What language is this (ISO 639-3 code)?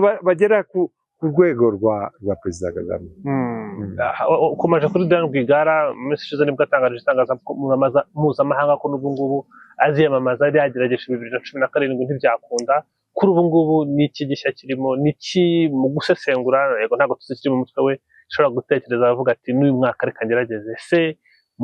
kin